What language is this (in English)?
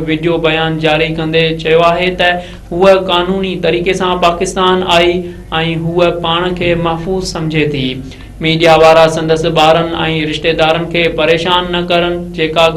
Sindhi